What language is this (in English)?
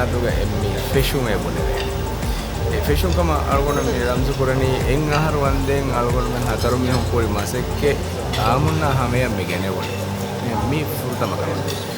Divehi